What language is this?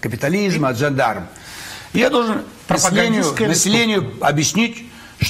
Russian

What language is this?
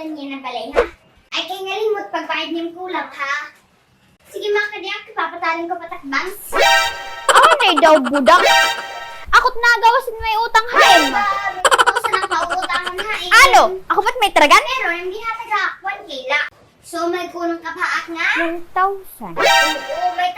Waray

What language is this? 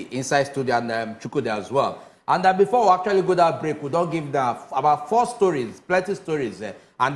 Nigerian Pidgin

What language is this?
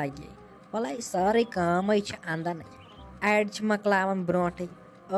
Kashmiri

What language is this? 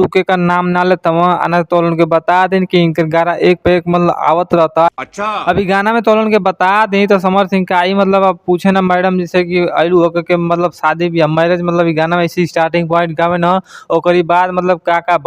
Bhojpuri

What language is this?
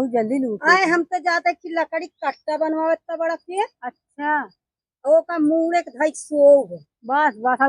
Awadhi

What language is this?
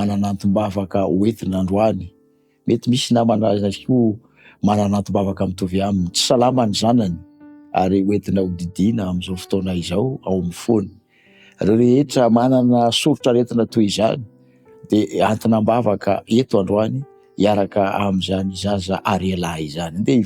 Malagasy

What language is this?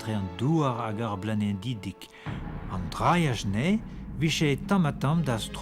Breton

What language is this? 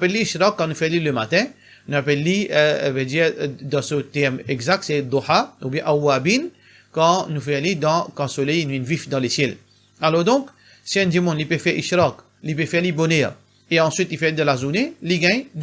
Morisyen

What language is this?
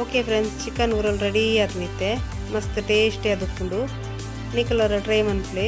Tulu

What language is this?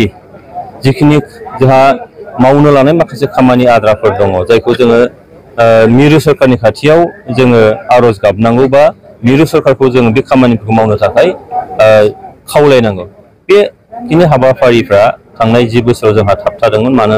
Bodo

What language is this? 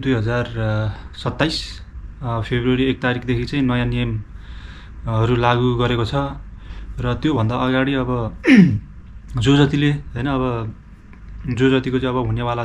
Nepali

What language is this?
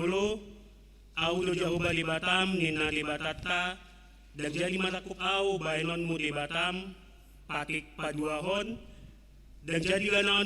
Batak Toba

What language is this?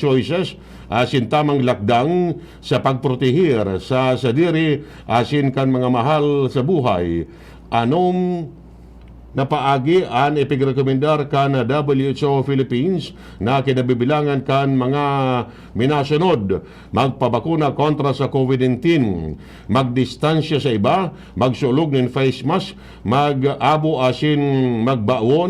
Bikol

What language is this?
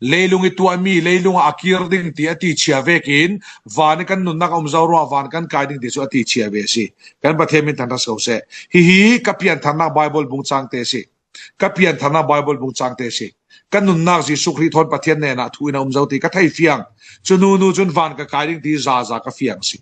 Falam Chin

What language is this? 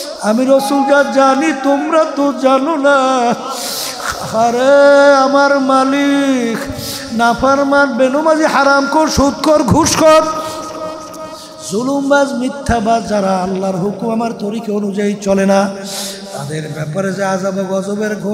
Bangla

